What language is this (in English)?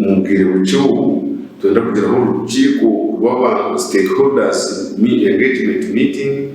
Nyankole